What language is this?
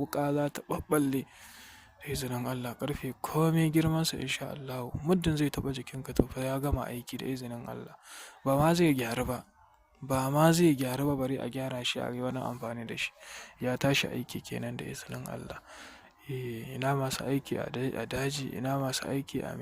Hausa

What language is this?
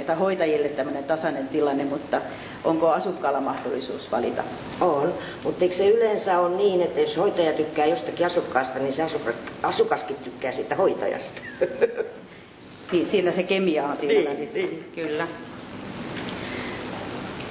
Finnish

